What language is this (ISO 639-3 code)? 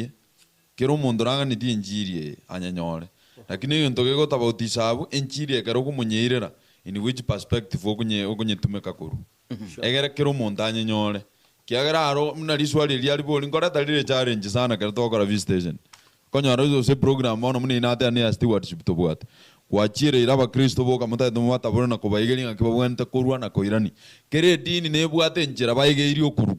guz